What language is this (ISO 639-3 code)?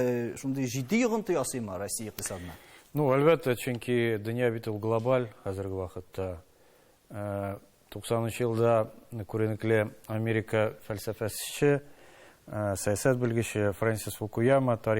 tat